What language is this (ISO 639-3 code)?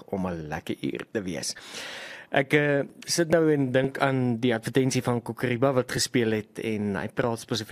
afr